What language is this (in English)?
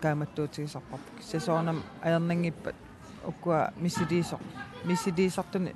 Kalaallisut